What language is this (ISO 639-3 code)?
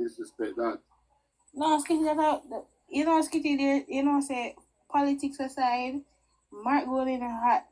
jam